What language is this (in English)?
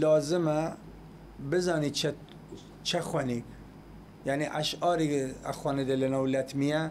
Southern Kurdish